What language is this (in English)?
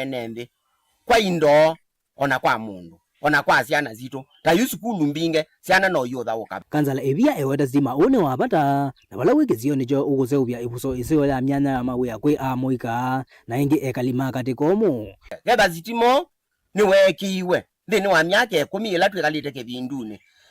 Kamba